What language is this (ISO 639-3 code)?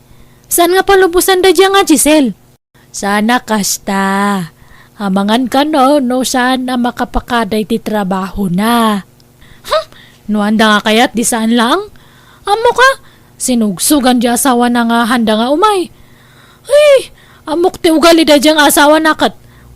ilo